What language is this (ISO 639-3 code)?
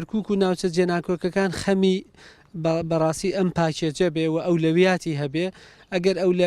ckb